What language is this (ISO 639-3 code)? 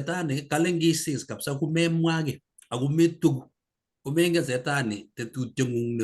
kln